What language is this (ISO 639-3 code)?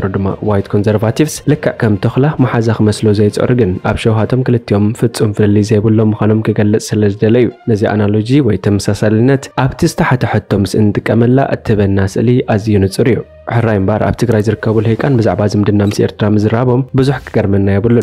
tir